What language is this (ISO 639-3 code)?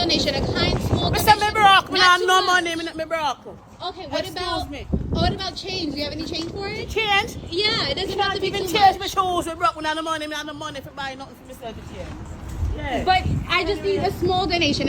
jam